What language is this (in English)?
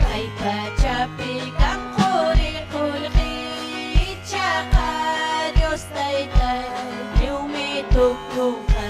Ayacucho Quechua